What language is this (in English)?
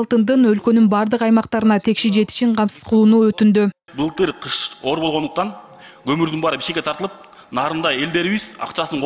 Kyrgyz